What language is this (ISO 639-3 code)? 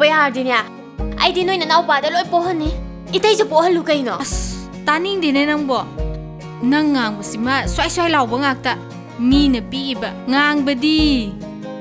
mni